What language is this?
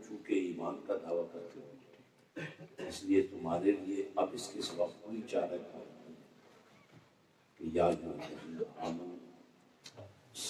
Urdu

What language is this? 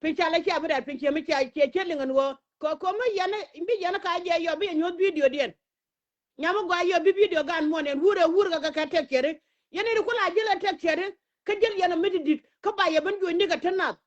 Nuer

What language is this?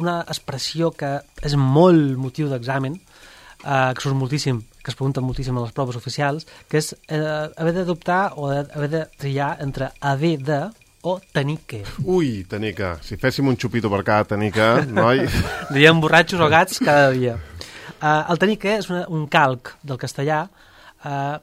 Catalan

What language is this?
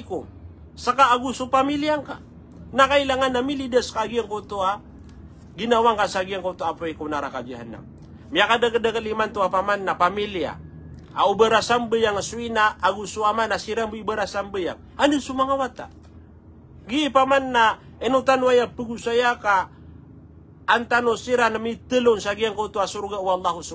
Maranao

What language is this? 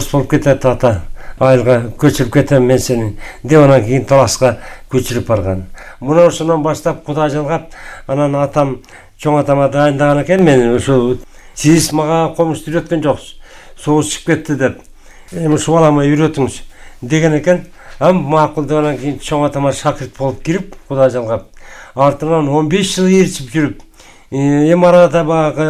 Kyrgyz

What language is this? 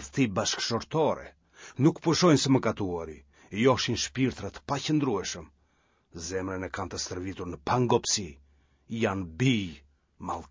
Albanian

